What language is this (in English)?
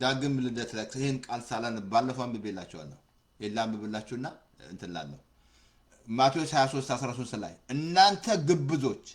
Amharic